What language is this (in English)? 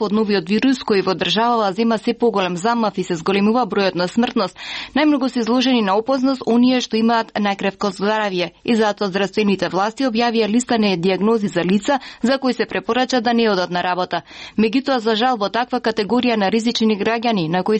Macedonian